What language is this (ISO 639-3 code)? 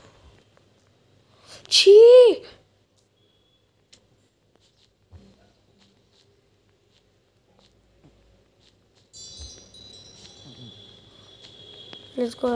hin